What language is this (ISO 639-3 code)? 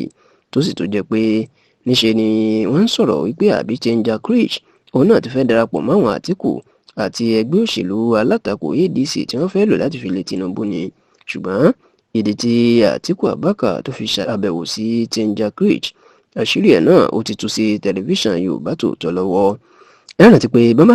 yor